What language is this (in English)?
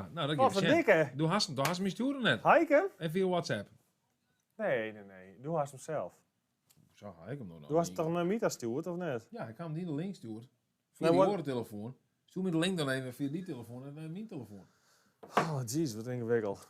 Western Frisian